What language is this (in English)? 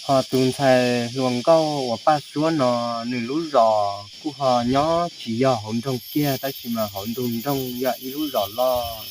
Hmong